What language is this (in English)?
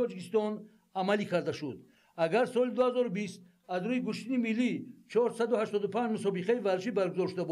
Tajik